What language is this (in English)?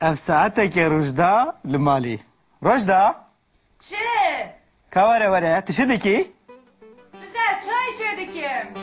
Kurdish